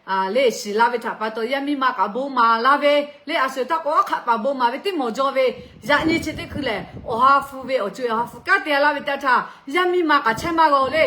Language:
Lahu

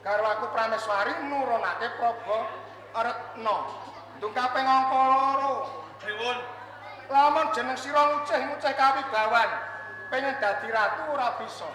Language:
Javanese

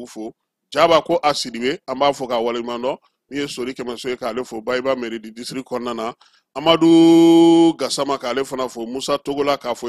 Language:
Bambara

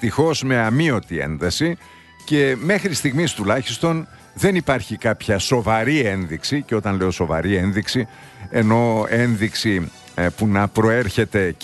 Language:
Greek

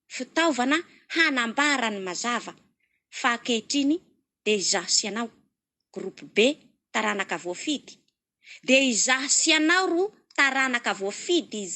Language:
Malagasy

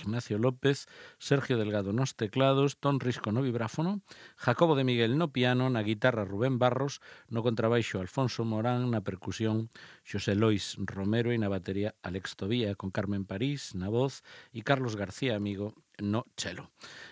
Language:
Galician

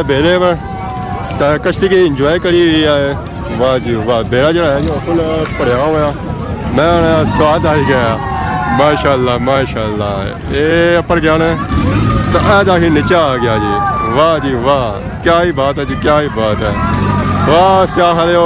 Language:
Pahari-Potwari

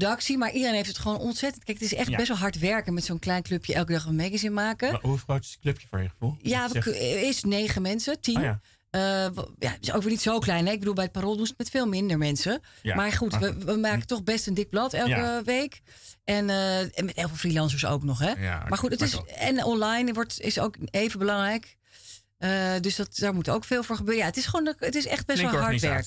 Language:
Dutch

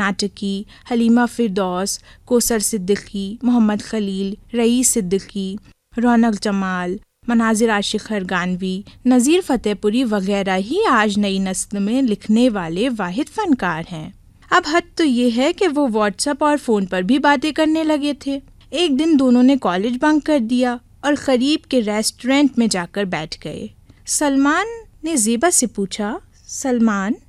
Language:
Urdu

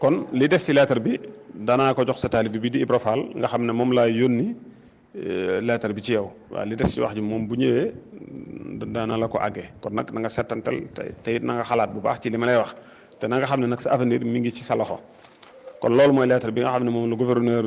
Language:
Wolof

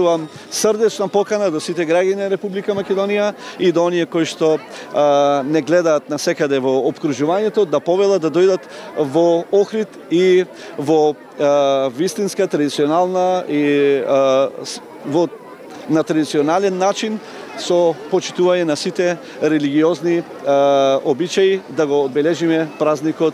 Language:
Macedonian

